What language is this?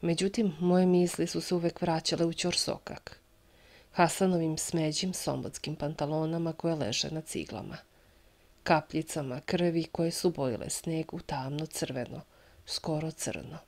Serbian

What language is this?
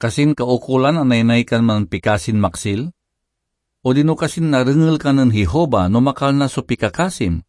Pangasinan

